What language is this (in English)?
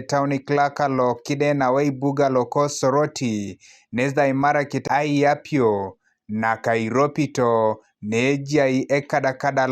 Teso